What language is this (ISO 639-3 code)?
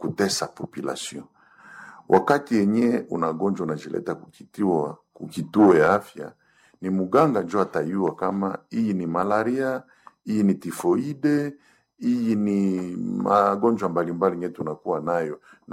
swa